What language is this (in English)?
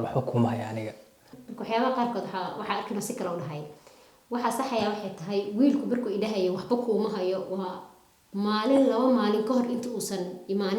Somali